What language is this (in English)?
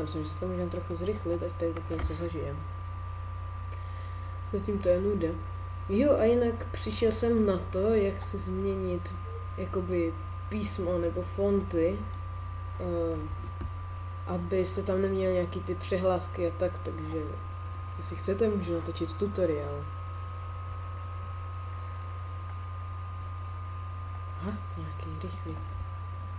Czech